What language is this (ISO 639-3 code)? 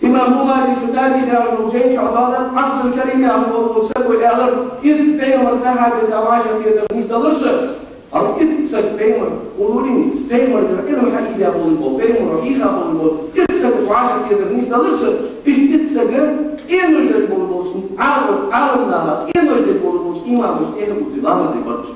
inh